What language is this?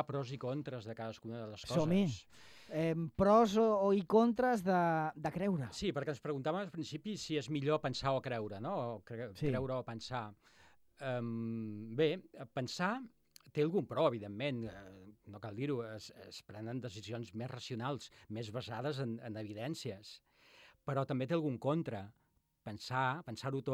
Catalan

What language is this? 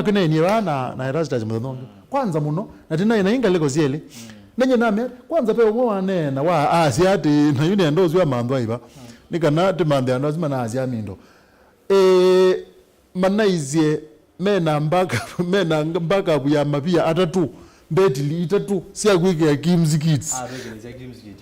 Kamba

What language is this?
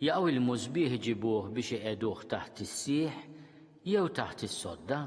Maltese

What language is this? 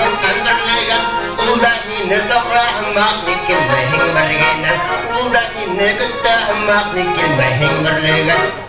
Bashkir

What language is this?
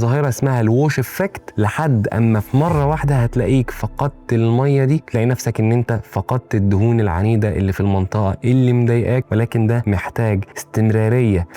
Egyptian Arabic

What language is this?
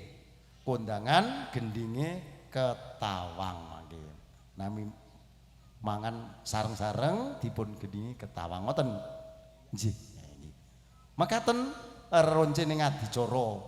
Javanese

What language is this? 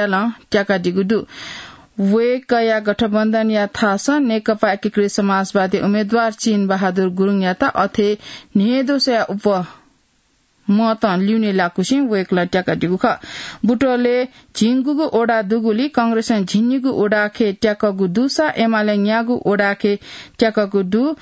Newari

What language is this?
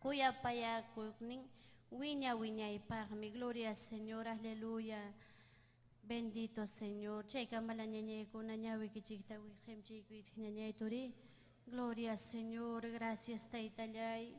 Ayacucho Quechua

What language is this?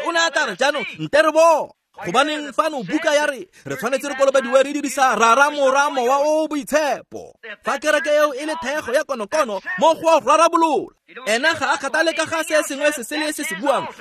Tswana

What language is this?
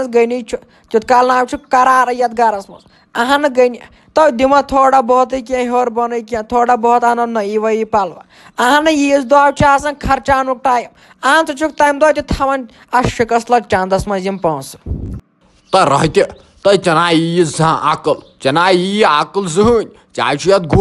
Kashmiri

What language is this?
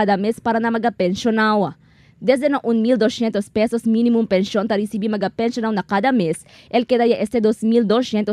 Chavacano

